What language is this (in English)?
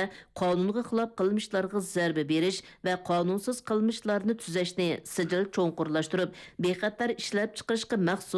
Uyghur